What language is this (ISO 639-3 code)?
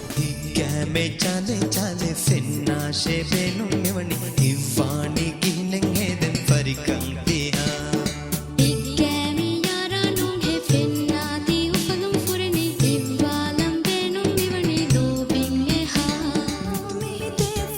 div